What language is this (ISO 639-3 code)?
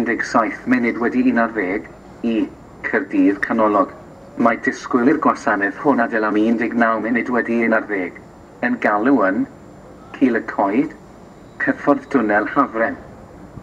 cym